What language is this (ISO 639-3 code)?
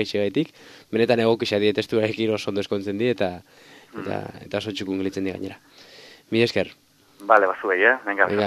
eus